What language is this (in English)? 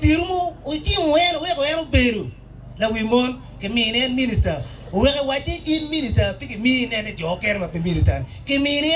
Acoli